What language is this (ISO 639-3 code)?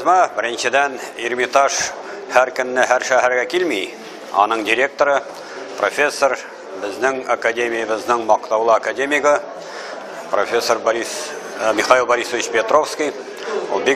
tat